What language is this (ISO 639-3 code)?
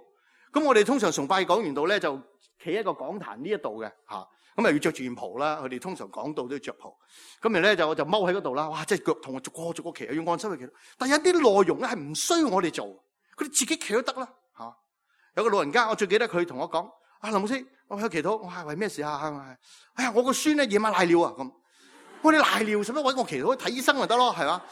yue